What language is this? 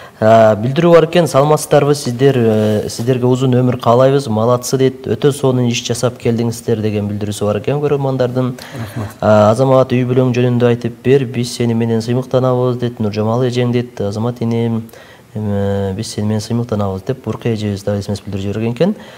Kyrgyz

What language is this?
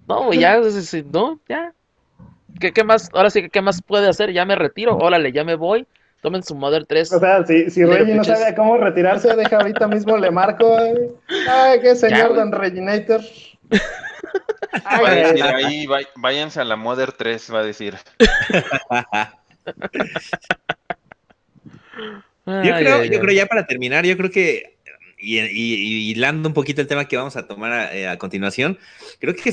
Spanish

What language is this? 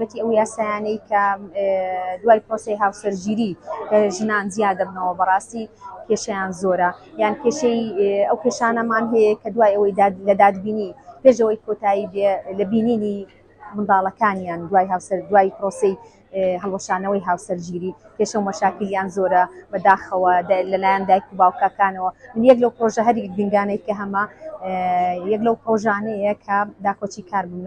Central Kurdish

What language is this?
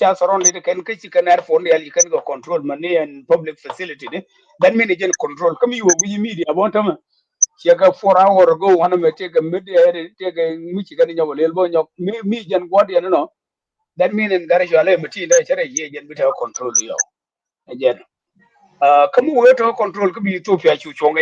Nuer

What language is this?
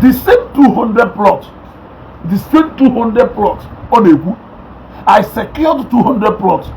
Igbo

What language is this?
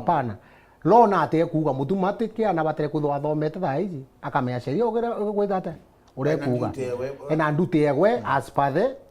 Meru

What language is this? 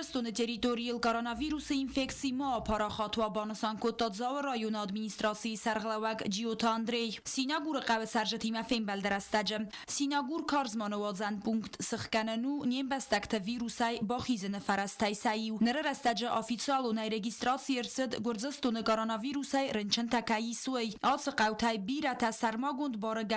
Ossetic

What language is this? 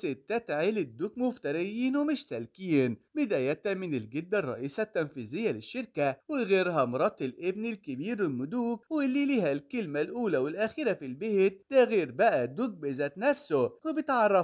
Egyptian Arabic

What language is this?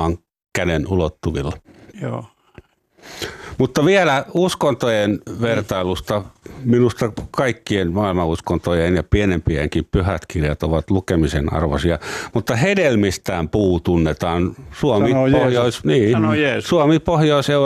Finnish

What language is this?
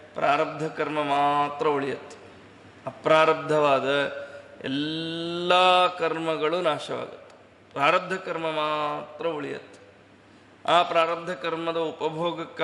Kannada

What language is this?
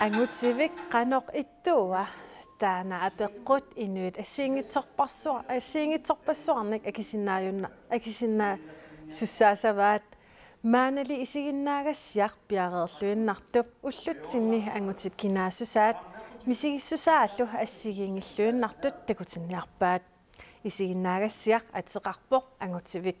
Kalaallisut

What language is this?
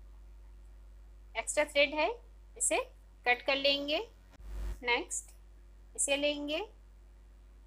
Hindi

